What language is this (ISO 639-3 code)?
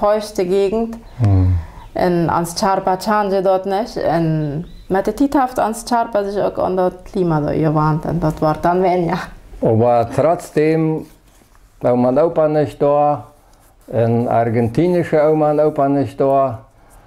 pdt